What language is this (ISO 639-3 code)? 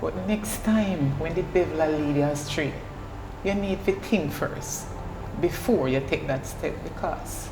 jam